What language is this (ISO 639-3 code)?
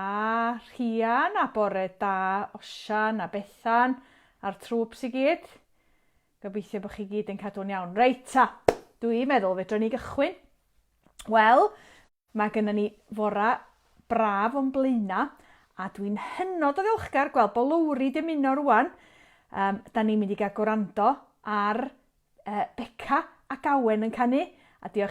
cym